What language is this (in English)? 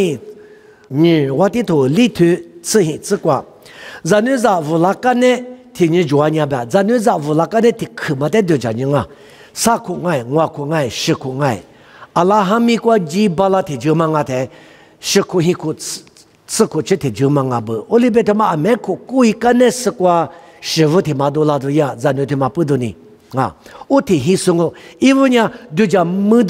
Lisu